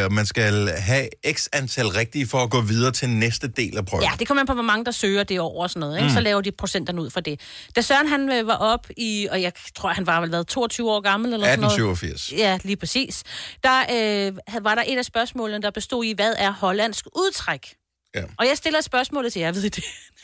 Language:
Danish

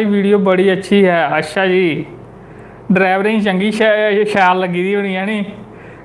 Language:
Dogri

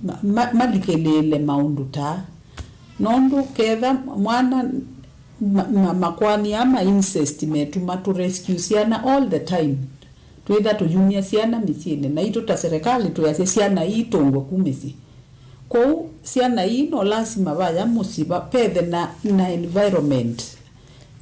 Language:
Kamba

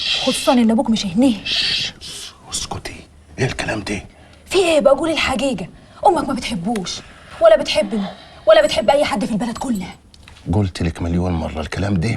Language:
Egyptian Arabic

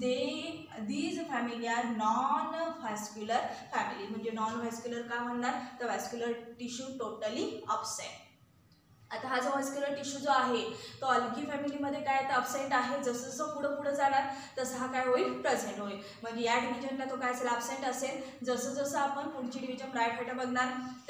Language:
Marathi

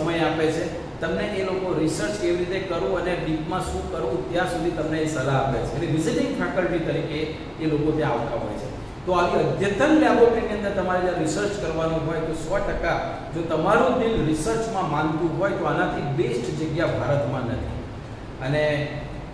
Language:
Gujarati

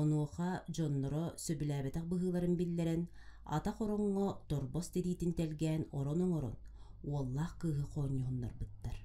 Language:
Yakut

